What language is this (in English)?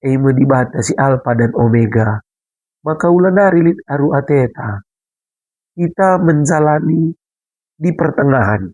Batak Karo